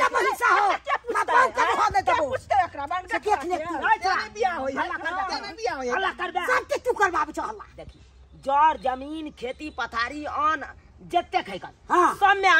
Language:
Maithili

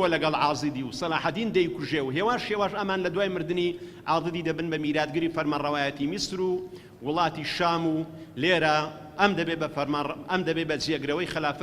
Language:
Central Kurdish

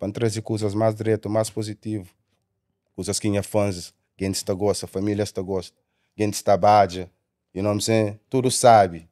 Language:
Kabuverdianu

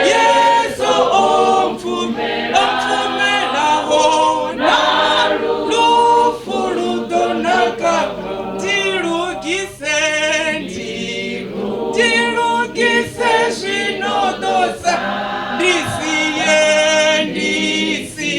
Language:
Venda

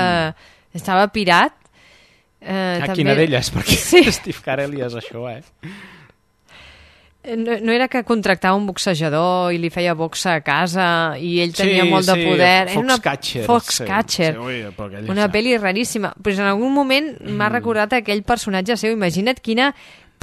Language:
Catalan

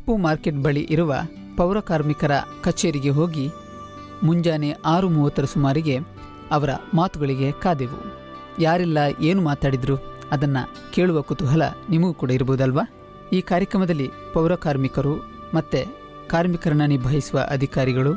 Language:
Kannada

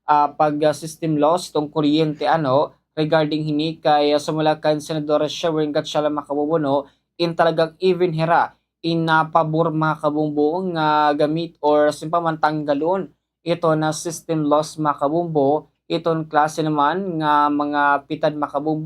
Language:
Waray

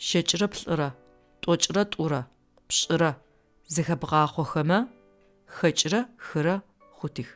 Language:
Adyghe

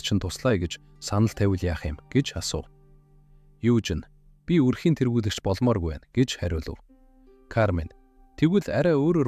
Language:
Mongolian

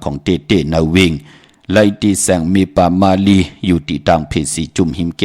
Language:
Shan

